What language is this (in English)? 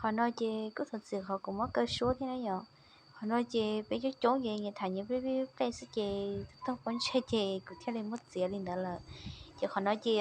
Hmong